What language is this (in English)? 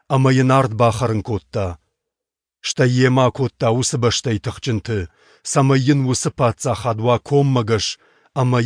Ossetic